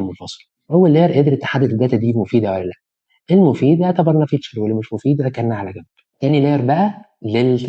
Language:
Egyptian Arabic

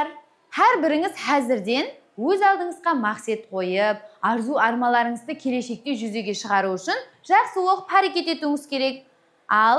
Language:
Kara-Kalpak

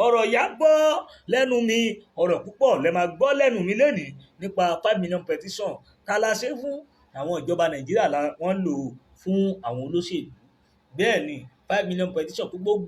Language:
Yoruba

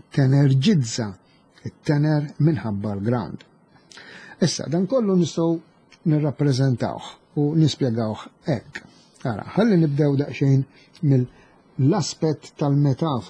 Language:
Maltese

